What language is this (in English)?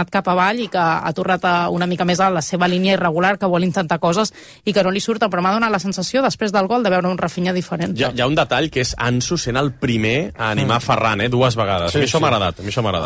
Catalan